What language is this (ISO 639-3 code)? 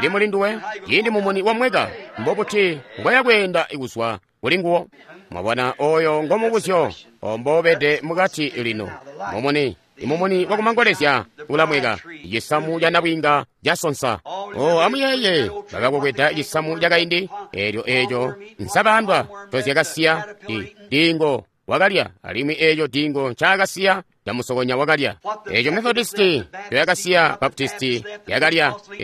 toi